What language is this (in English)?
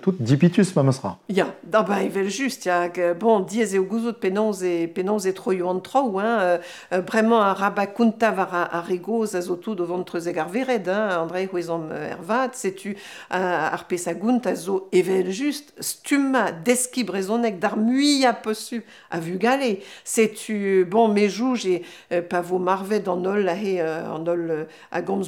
Breton